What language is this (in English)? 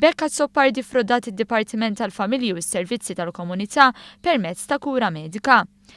Maltese